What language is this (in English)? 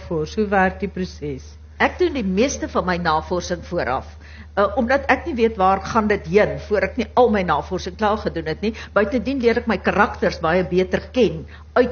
Afrikaans